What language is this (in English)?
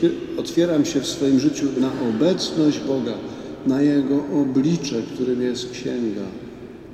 Polish